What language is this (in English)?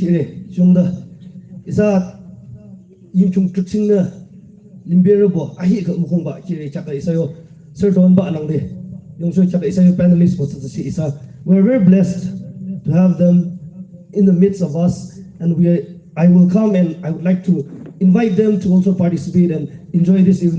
Yimchungru Naga